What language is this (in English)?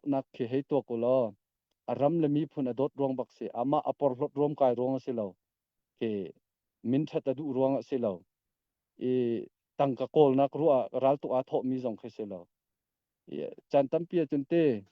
Hakha Chin